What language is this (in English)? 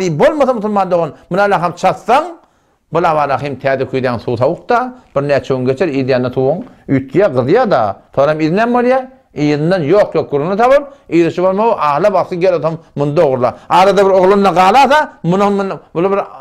Turkmen